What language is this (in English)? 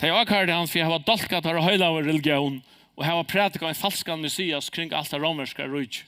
Faroese